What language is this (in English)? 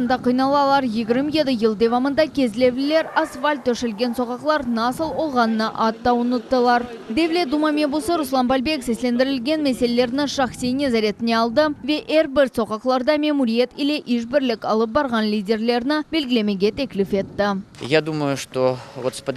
Crimean Tatar